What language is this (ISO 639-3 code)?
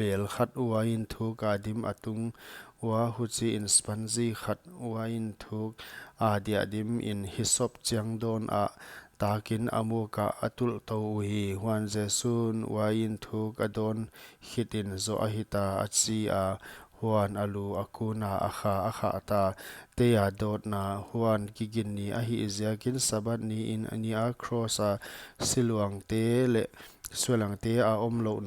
pck